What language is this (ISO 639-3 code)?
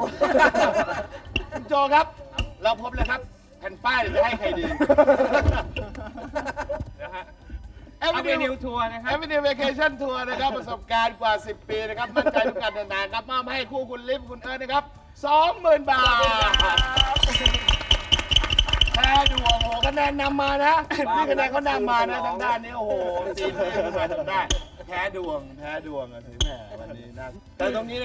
tha